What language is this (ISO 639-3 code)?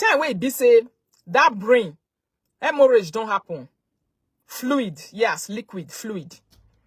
pcm